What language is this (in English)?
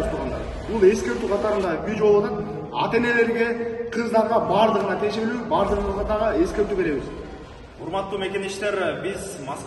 Kyrgyz